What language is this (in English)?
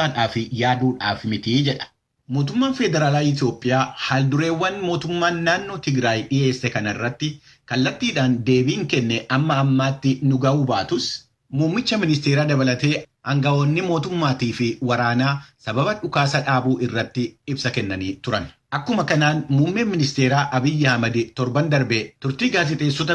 Oromo